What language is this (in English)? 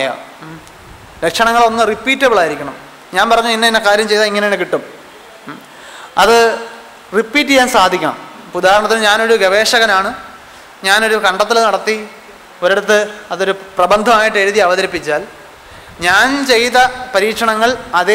Malayalam